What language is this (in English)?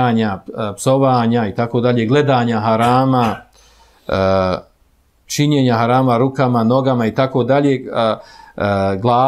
Bosnian